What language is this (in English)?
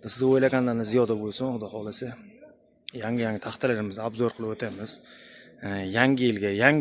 Uzbek